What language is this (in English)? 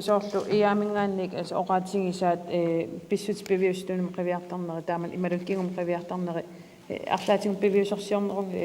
Kalaallisut